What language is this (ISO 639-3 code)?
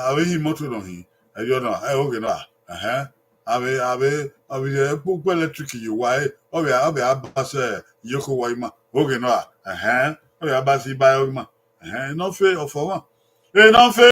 bin